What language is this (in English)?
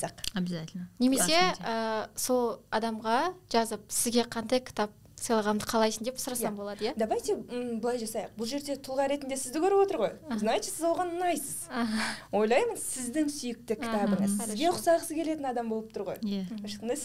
Kazakh